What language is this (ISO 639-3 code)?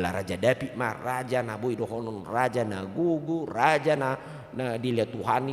bbc